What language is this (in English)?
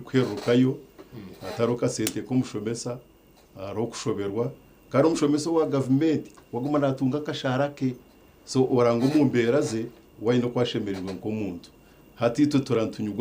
Nyankole